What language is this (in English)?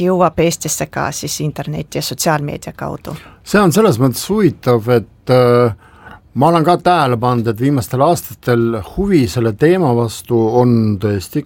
Estonian